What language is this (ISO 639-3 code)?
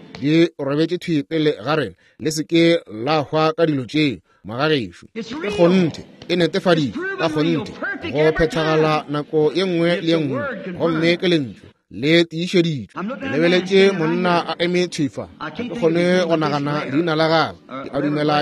nso